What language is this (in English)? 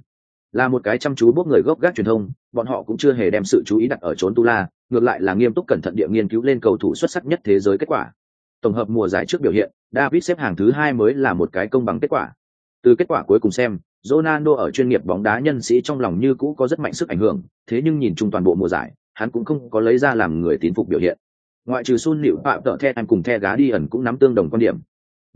Vietnamese